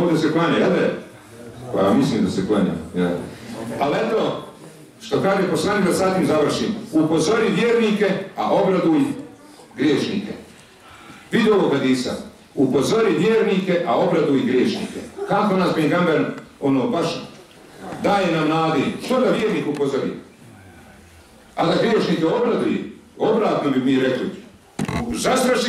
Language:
Bosnian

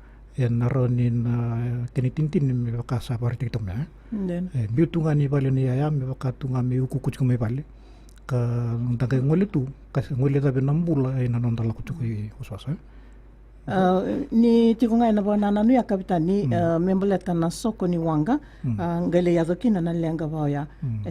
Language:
Fijian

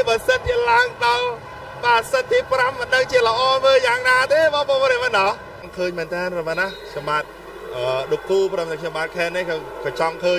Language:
Khmer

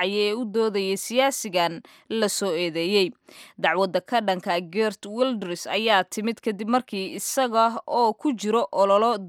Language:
Somali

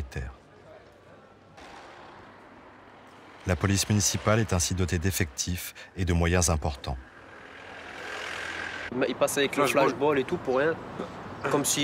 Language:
French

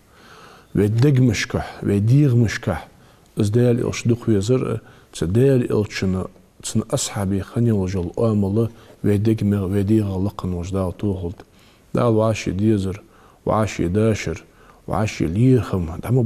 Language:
Ingush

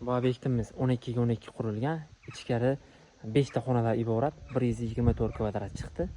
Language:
Uzbek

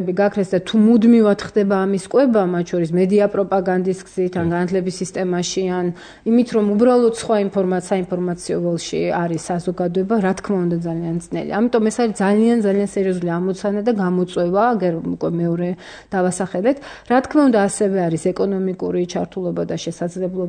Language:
Georgian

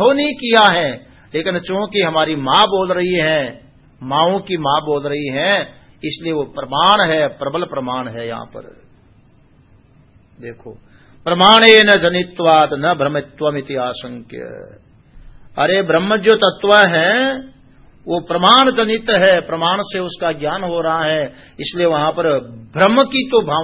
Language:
Hindi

